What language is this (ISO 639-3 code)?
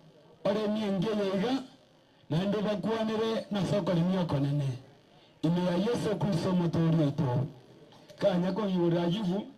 guz